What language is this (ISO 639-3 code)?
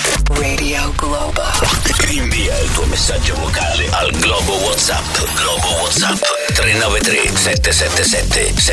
ita